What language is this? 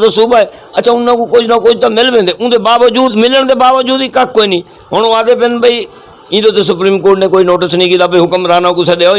Saraiki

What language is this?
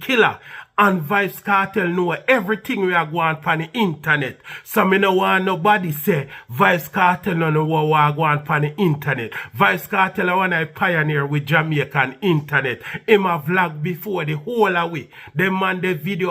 Jamaican Creole English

